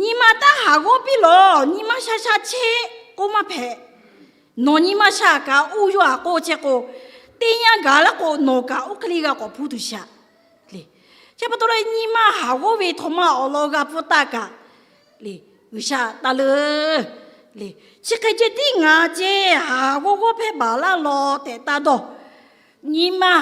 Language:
Lahu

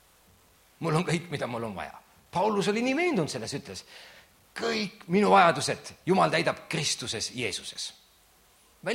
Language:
Estonian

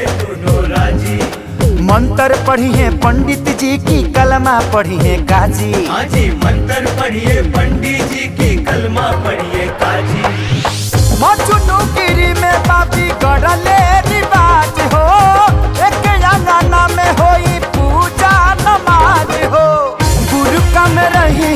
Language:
Bhojpuri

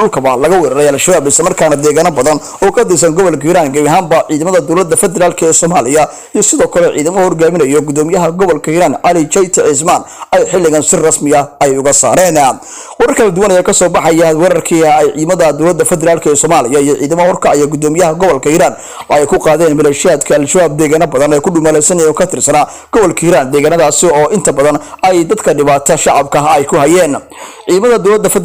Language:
Somali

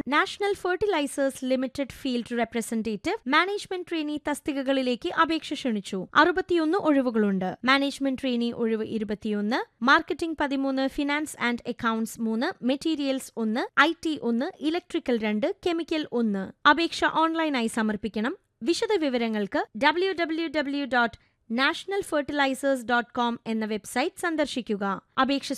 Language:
Malayalam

